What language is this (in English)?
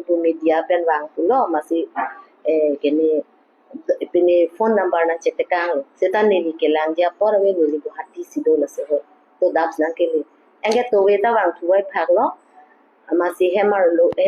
Karbi